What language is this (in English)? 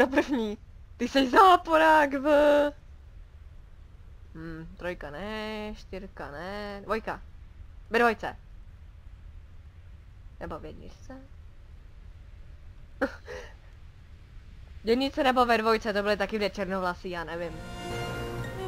Czech